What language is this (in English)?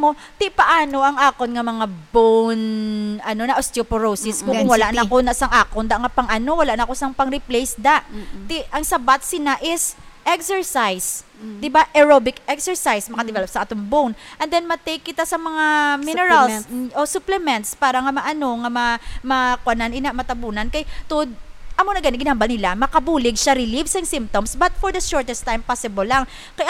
Hiligaynon